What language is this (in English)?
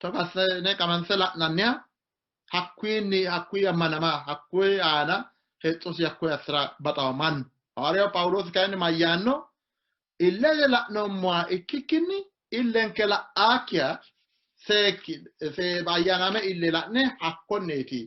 Sidamo